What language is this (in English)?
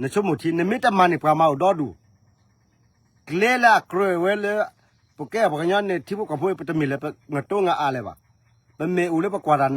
S'gaw Karen